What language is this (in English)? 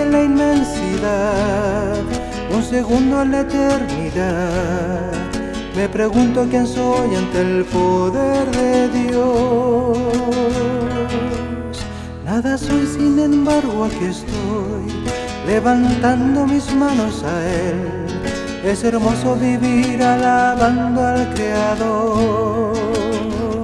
Spanish